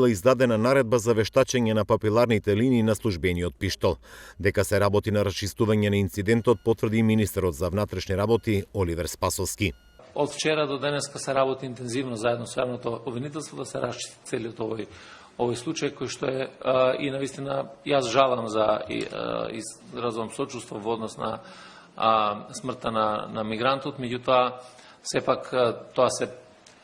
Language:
Macedonian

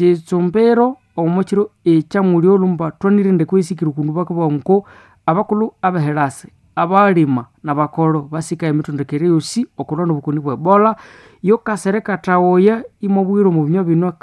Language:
Nande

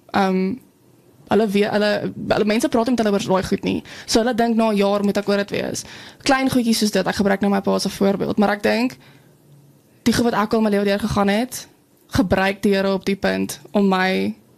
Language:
Afrikaans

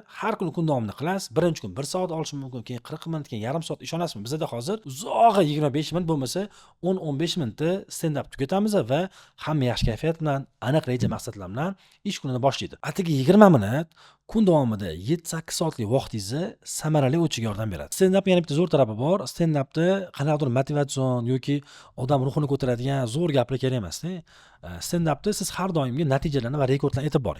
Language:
Uzbek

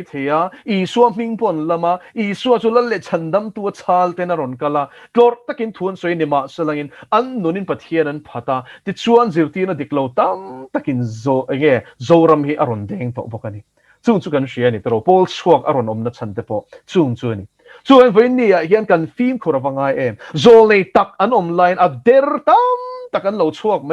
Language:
Mizo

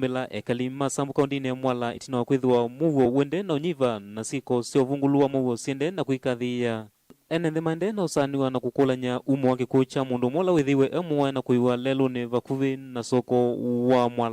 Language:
Kamba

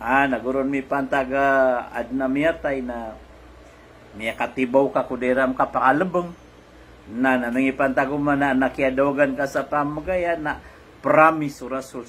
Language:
Maranao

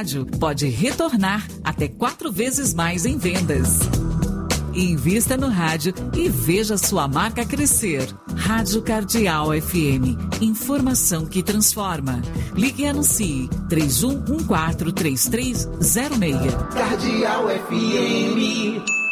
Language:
Portuguese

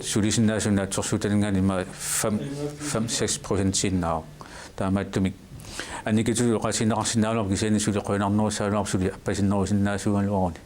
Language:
Kalaallisut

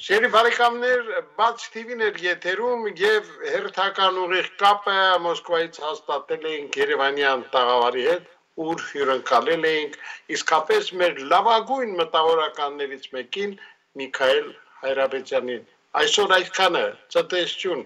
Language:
Armenian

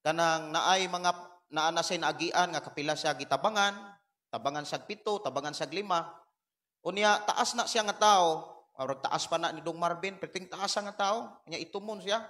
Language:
Cebuano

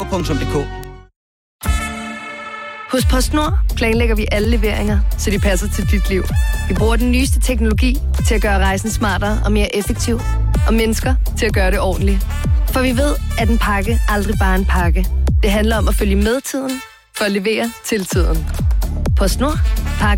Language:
Danish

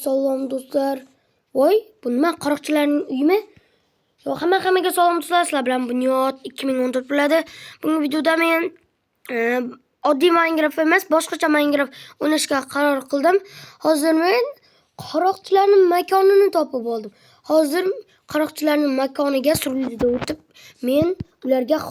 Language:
Uzbek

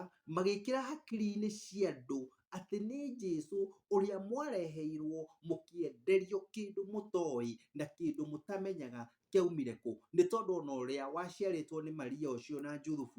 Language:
Kikuyu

